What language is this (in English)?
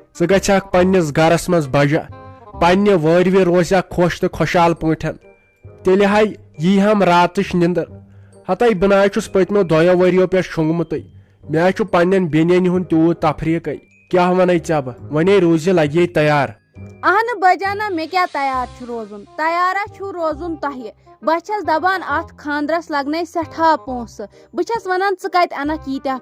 Kashmiri